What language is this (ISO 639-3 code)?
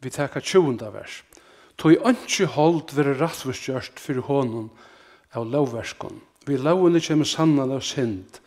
fao